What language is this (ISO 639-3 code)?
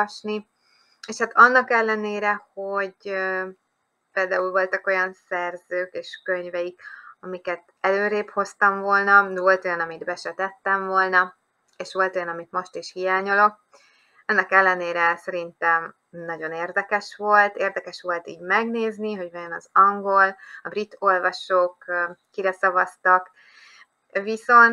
hun